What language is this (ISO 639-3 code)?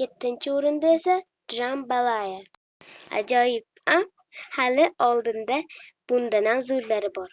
uzb